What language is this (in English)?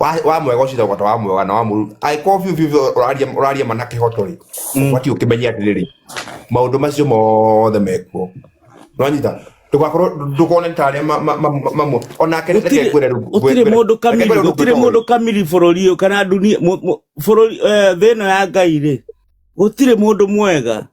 Kikuyu